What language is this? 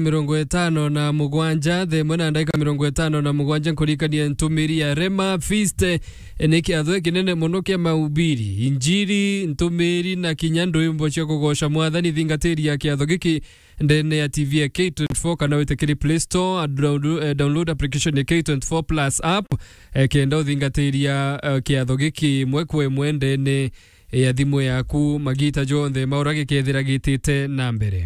Meru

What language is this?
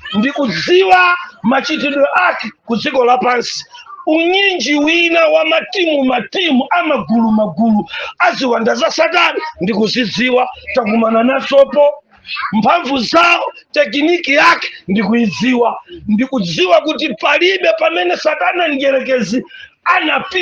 Nyanja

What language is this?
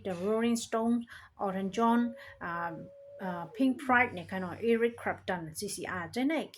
Shan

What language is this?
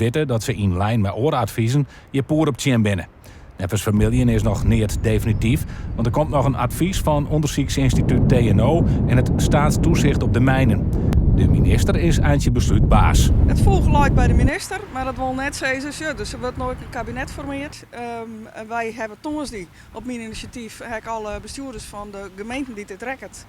Western Frisian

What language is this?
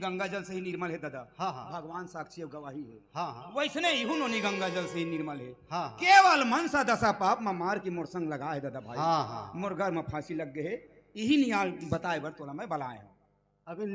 Chhattisgarhi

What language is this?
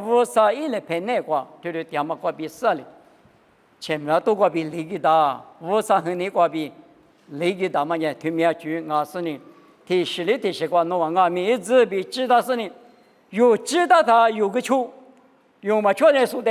Lisu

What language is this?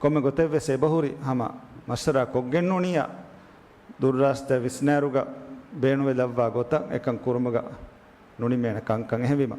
Divehi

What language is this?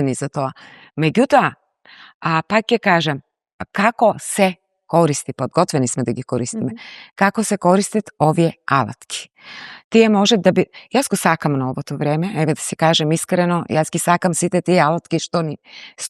Macedonian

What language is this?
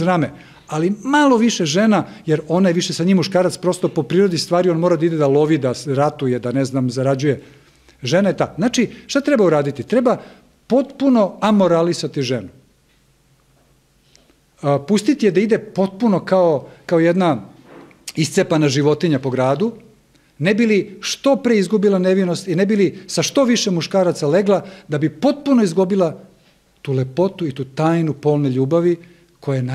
Serbian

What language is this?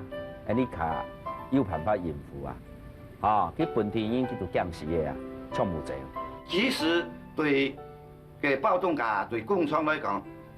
Hakka Chinese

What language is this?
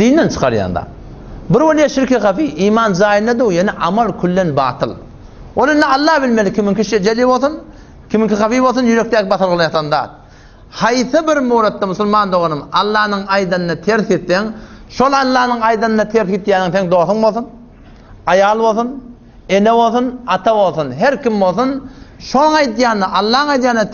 Turkmen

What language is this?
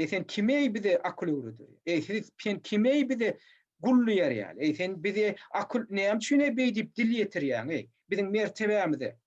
Turkmen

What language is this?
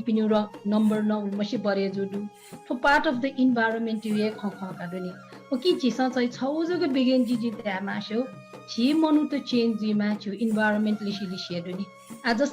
Newari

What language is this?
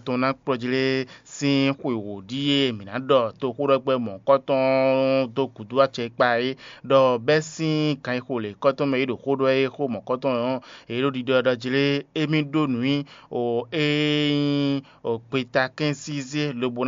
Fon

